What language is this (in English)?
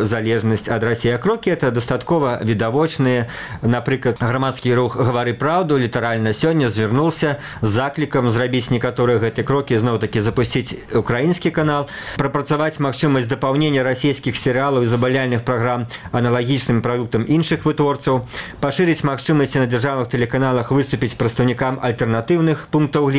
Belarusian